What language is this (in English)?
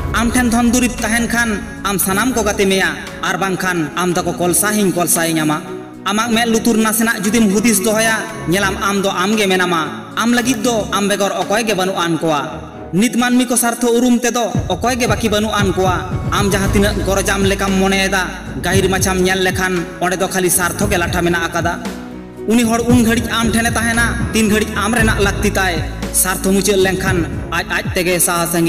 Santali